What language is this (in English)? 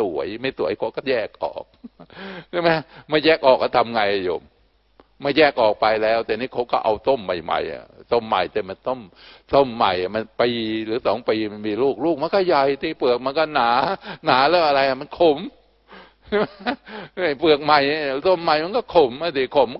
Thai